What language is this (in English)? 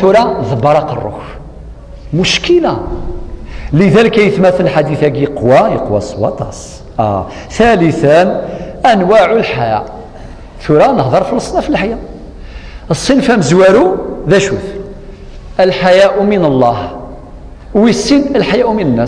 Kabyle